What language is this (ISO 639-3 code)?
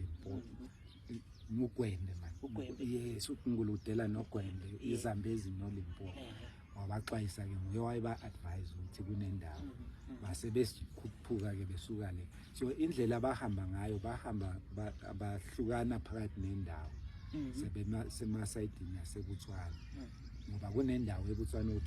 nde